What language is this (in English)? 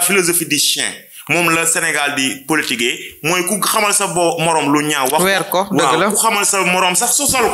Wolof